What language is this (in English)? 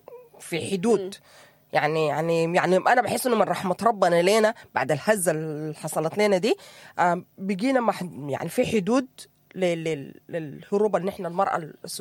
Sudanese Arabic